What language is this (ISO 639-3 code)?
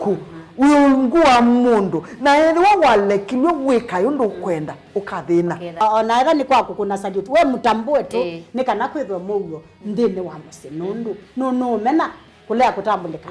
kam